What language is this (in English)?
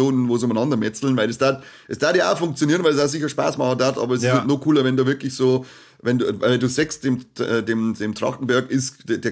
Bavarian